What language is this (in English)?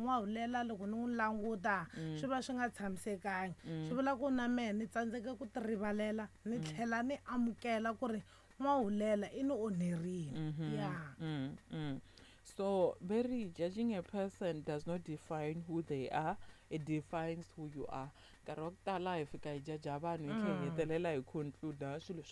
Tsonga